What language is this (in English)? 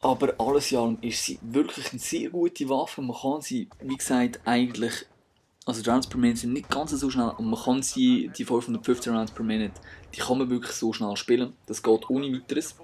Swiss German